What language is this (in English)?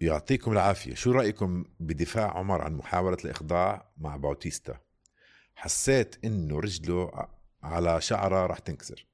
North Levantine Arabic